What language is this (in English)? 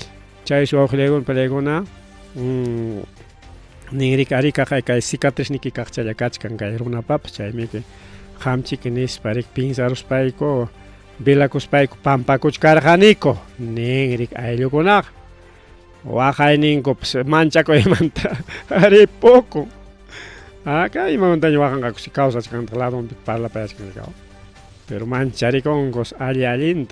Ayacucho Quechua